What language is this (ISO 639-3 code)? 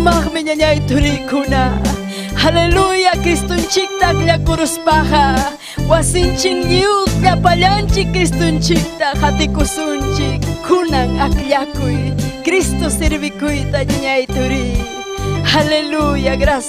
quy